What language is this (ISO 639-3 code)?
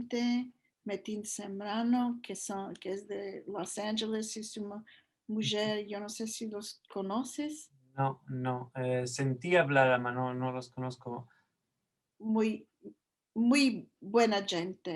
lad